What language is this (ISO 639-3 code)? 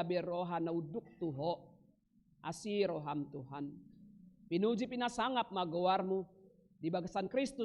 bbc